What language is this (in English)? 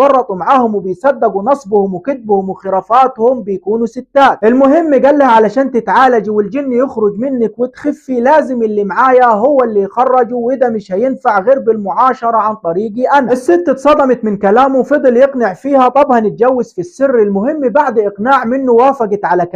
Egyptian Arabic